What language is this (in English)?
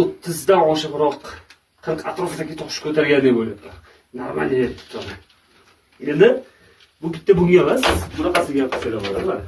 Uzbek